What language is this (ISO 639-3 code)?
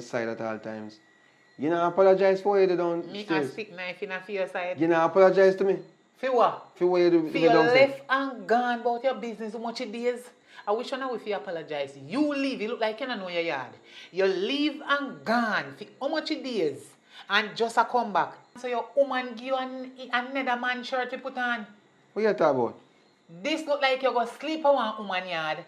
jam